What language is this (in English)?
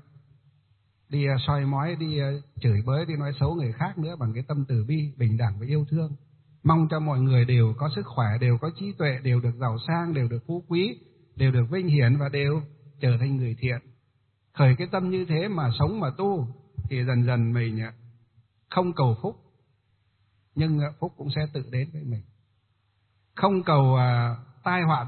Vietnamese